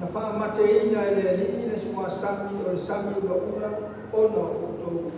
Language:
Samoan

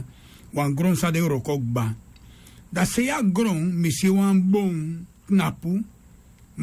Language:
Sranan Tongo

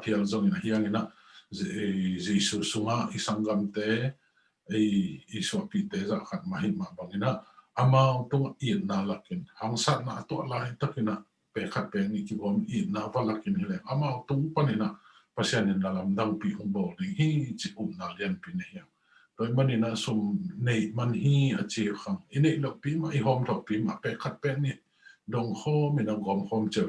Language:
Tedim Chin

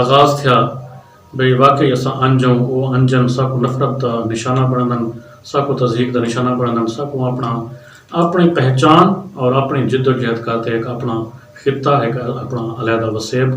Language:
Saraiki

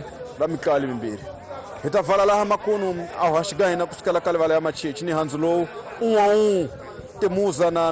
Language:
Tsonga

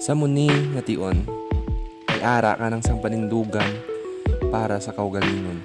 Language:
Hiligaynon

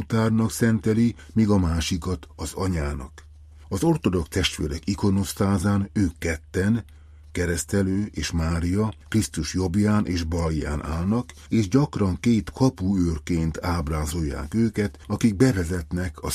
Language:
Hungarian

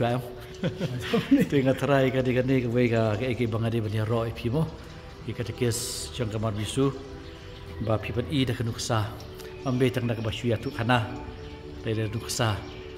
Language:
Khasi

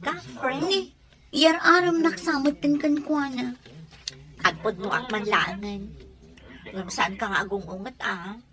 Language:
Iloko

